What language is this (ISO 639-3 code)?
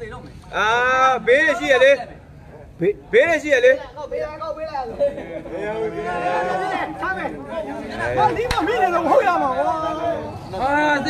mya